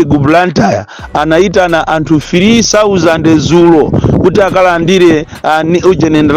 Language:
Nyanja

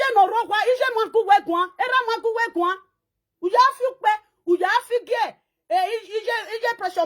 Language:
Nigerian Pidgin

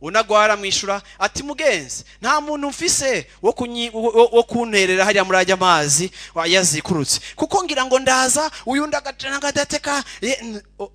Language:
Rundi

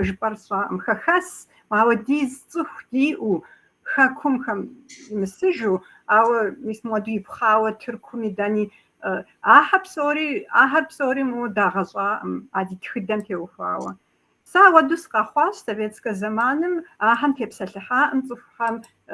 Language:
Kabardian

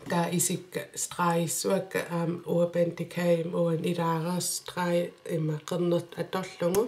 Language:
Kalaallisut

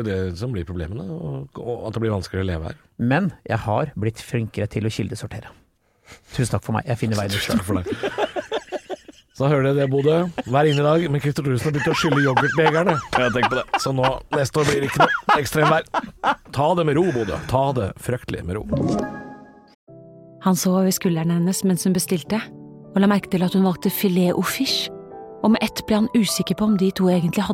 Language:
Norwegian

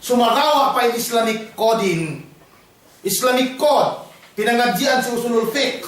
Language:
Yakan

